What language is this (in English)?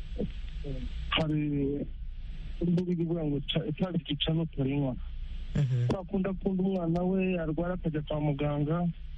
Kinyarwanda